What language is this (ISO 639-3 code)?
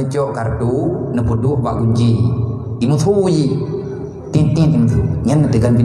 ace